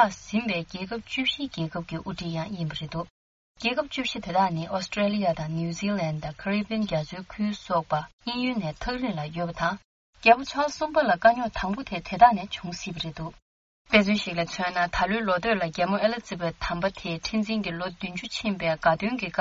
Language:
Tibetan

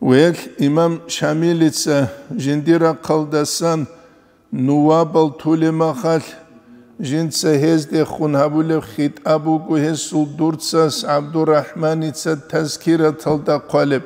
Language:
Avaric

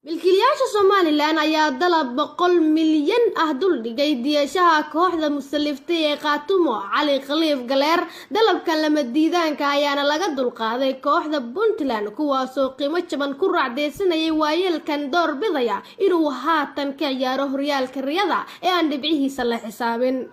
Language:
Somali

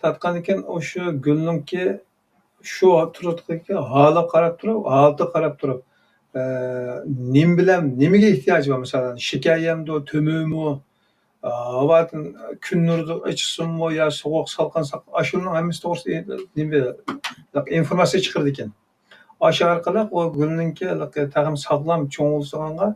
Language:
Uyghur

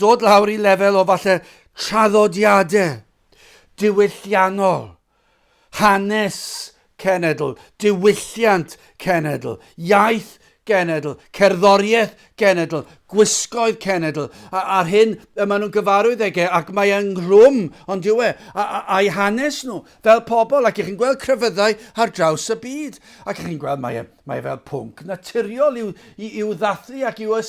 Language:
Welsh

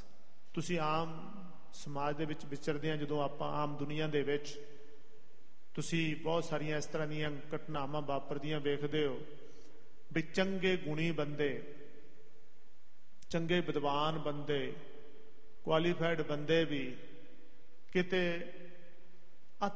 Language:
Punjabi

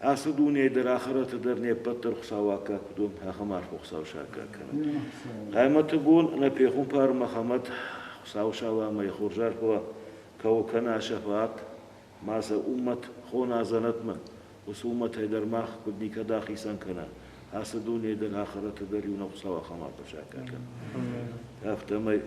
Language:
Ossetic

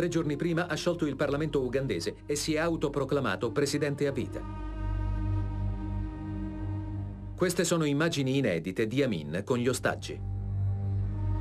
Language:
Italian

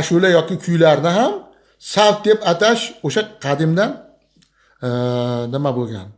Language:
Uzbek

